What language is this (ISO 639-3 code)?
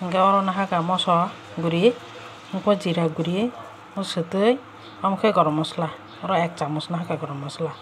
trp